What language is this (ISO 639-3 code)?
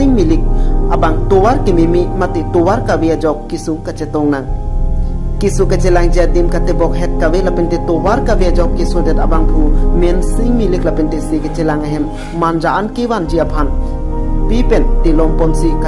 mjw